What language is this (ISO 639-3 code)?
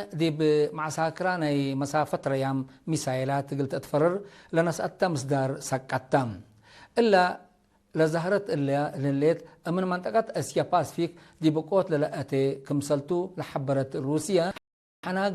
tig